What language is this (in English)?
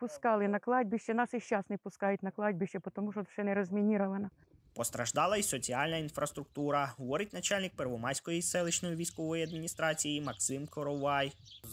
Ukrainian